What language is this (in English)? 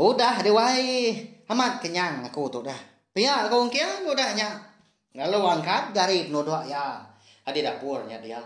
Iban